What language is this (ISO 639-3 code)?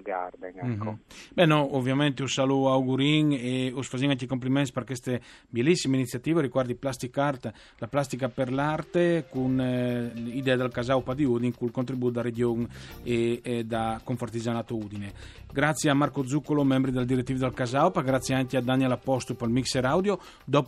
fur